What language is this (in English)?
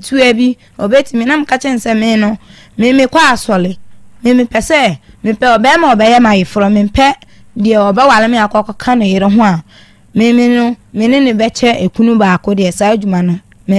Akan